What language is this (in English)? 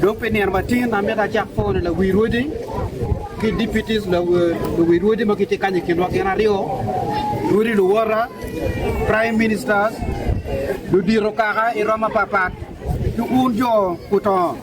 Acoli